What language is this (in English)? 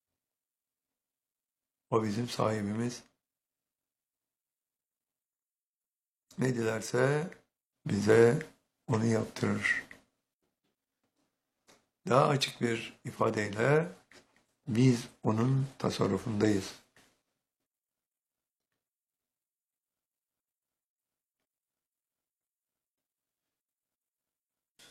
Turkish